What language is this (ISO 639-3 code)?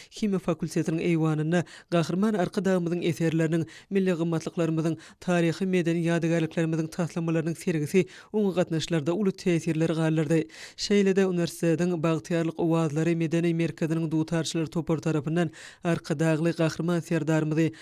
tuk